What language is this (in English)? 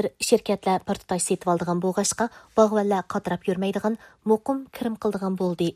Uyghur